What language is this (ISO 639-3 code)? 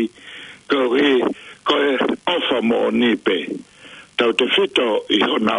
ton